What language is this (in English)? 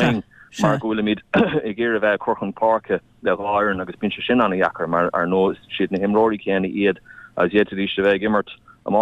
Irish